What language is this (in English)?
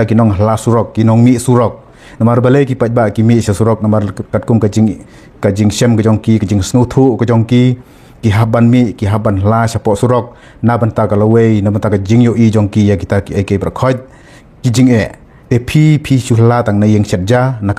Khasi